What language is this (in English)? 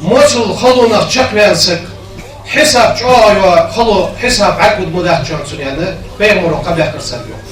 Ingush